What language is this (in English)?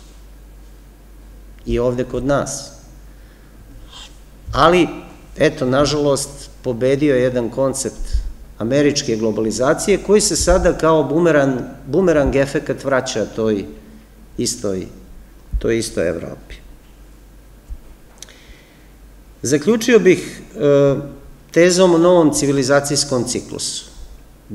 Serbian